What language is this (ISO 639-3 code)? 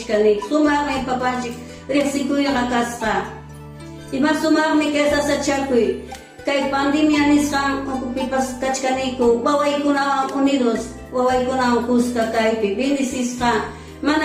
quy